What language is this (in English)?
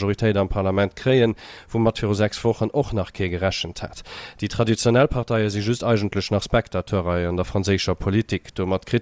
Luxembourgish